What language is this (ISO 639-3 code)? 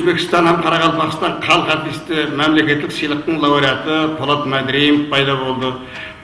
kaa